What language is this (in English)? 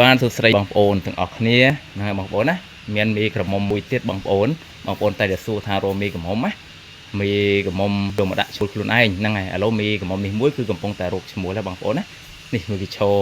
Khmer